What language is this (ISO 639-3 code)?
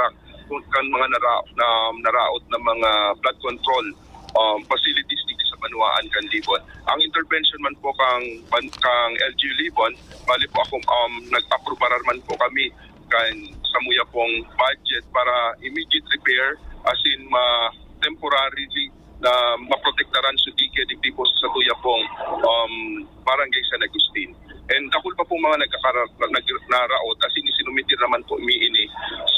bik